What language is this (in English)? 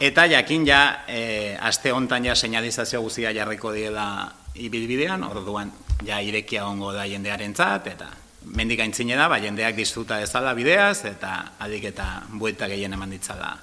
Basque